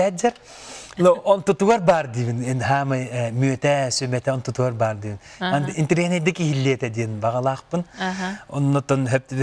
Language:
Yakut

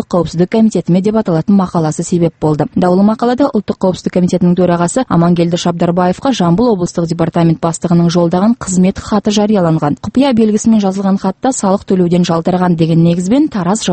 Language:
Kazakh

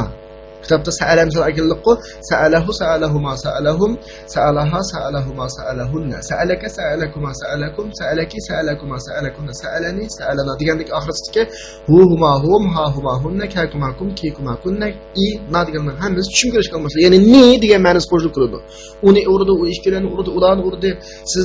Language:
Uyghur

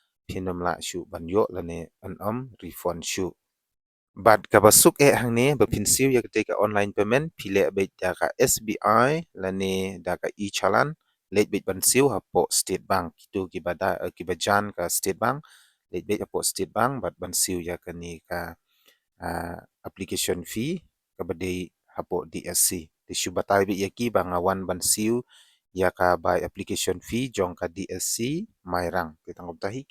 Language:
Khasi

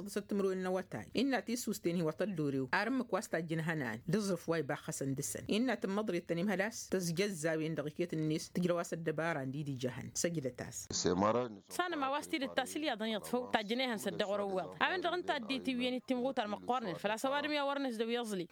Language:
Tamasheq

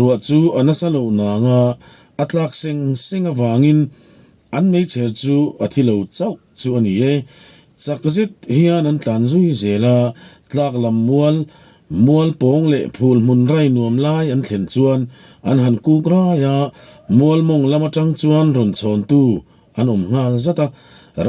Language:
Mizo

